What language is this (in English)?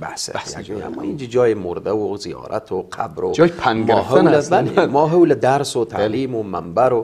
Persian